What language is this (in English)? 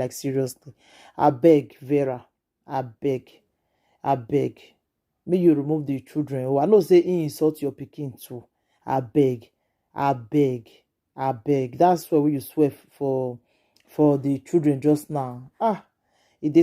Nigerian Pidgin